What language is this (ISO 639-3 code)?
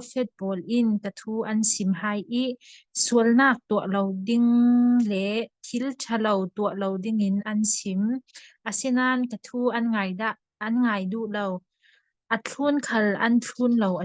cfm